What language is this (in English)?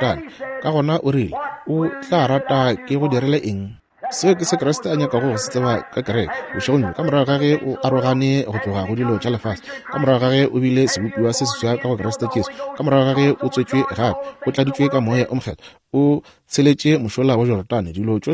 Northern Sotho